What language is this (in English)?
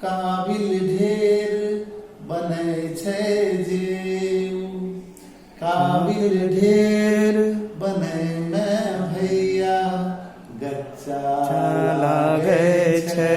Angika